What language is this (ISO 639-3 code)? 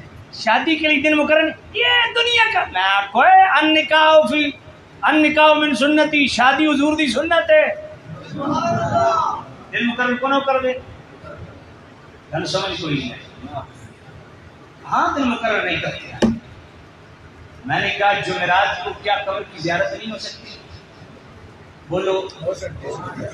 urd